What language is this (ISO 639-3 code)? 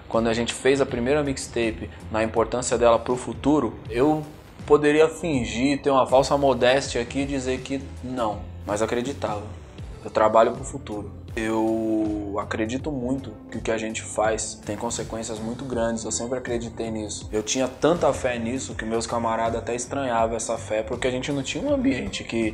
por